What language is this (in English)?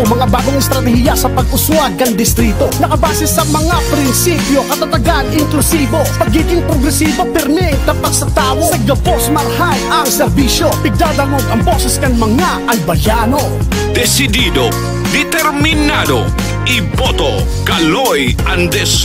Bikol